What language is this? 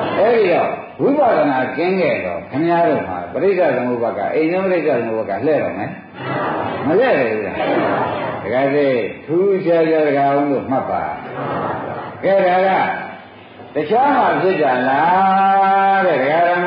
Burmese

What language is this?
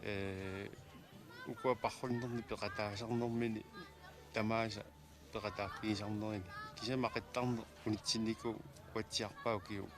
Kalaallisut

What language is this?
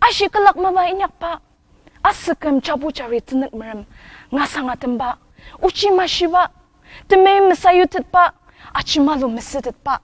Ao Naga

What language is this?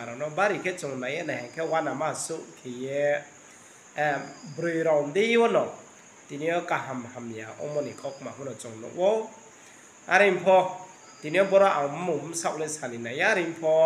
Riang (India)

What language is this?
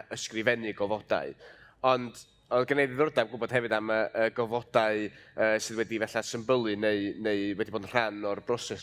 Welsh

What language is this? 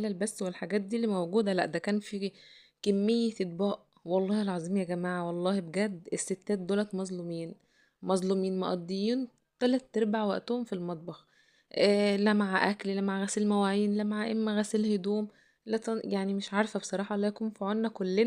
Egyptian Arabic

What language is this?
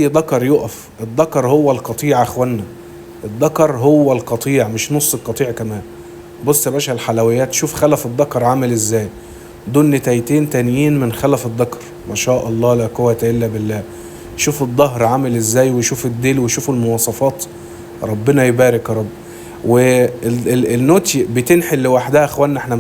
Egyptian Arabic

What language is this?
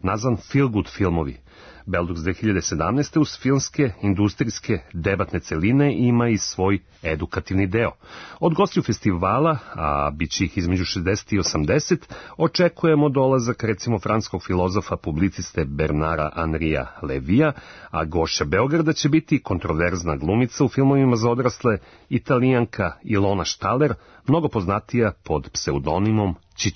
Serbian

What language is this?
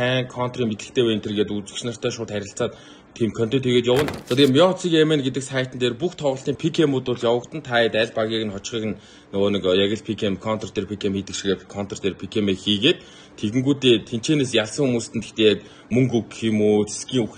Mongolian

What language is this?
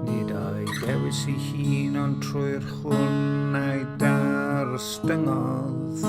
Welsh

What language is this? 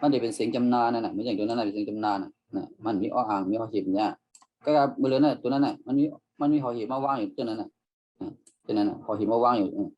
Shan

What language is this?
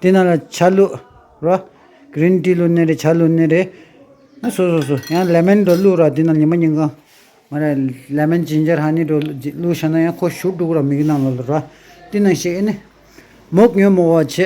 Tibetan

